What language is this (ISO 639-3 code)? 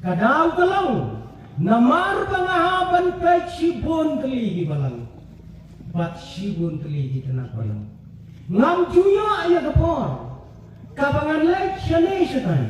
kha